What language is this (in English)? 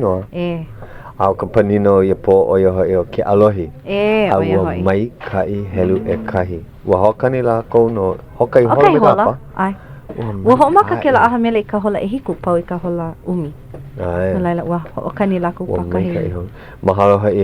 Hawaiian